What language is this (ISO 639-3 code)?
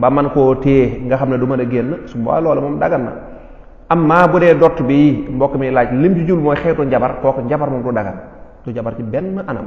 wol